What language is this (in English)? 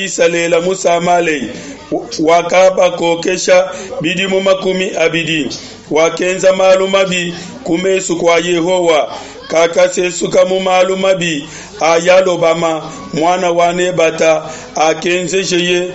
Luba-Lulua